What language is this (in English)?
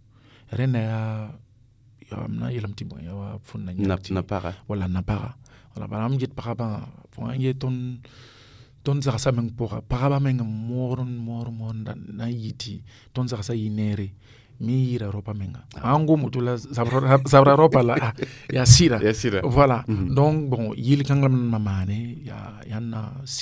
Mossi